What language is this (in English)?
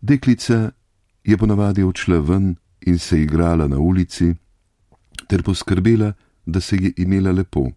Slovenian